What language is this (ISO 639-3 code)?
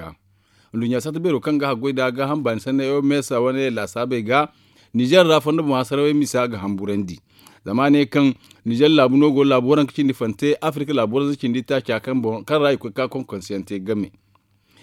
dje